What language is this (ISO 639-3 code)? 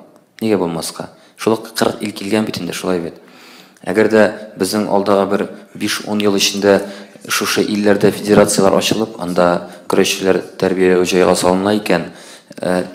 tat